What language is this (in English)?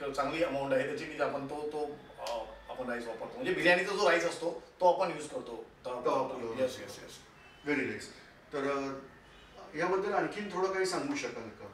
Marathi